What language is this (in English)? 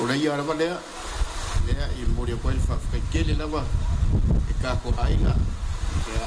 Samoan